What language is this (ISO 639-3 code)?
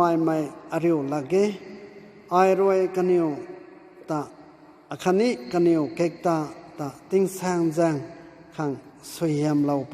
nbu